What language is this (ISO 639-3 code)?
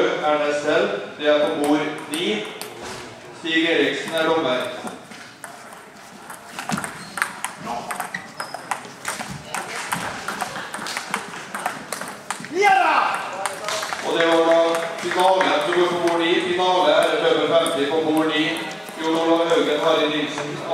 nor